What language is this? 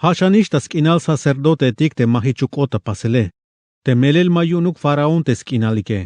Tzeltal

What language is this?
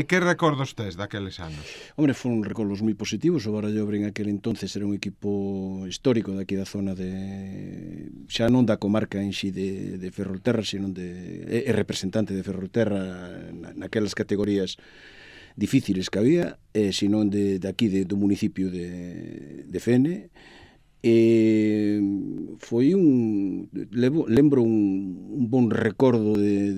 Galician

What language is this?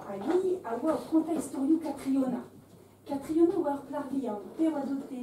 Breton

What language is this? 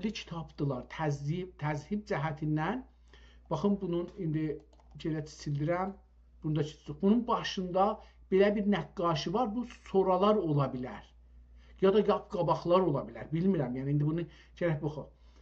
South Azerbaijani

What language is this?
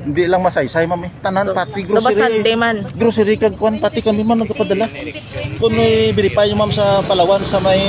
Hiligaynon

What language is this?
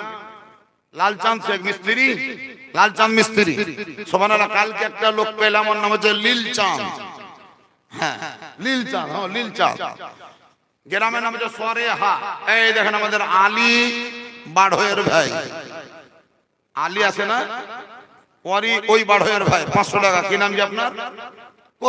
Bangla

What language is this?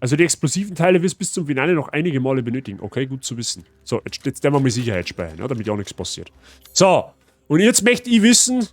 Bavarian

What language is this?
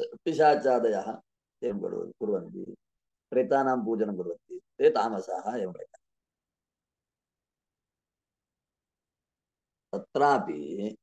Sanskrit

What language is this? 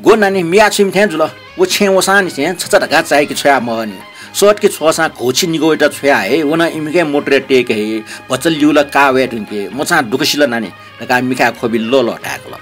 Newari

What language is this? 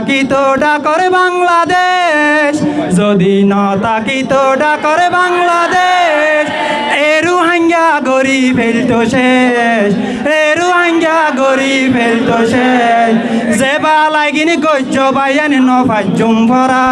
Rohingya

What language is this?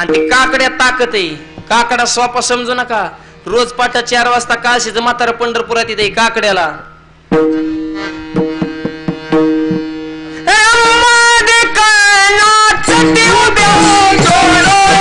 Marathi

